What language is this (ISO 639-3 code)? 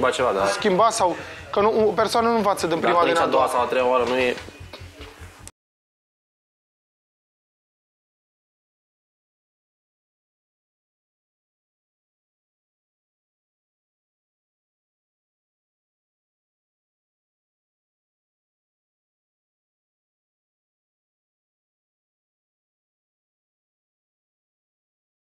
ron